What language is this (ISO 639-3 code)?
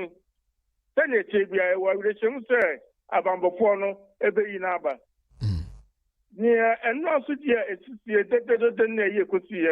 aka